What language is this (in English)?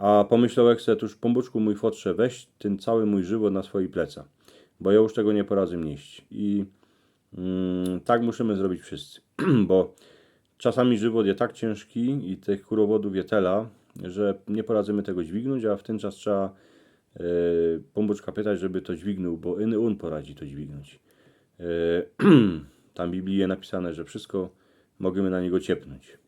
Silesian